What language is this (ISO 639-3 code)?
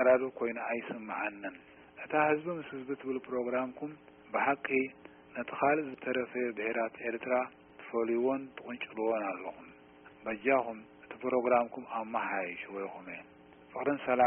tir